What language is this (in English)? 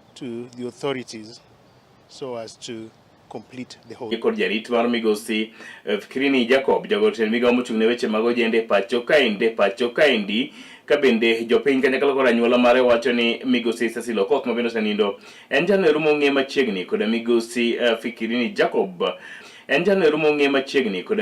Luo (Kenya and Tanzania)